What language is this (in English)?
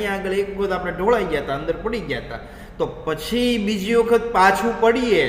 Gujarati